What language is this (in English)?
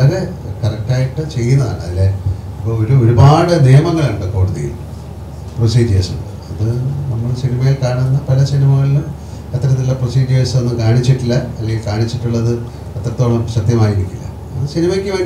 Malayalam